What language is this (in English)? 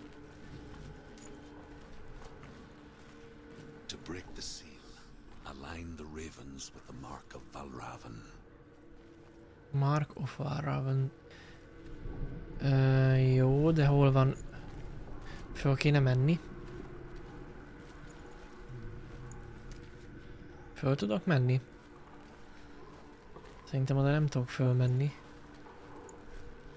Hungarian